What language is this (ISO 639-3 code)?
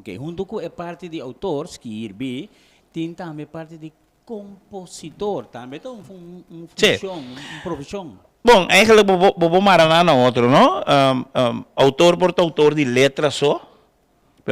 pap